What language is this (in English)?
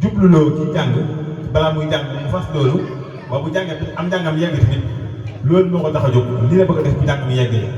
Wolof